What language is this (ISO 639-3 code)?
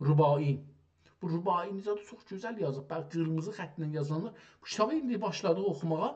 azb